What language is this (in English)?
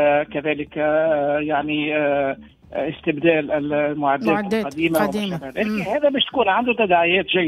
Tunisian Arabic